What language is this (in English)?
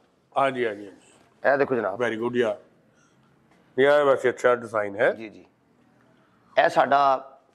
Punjabi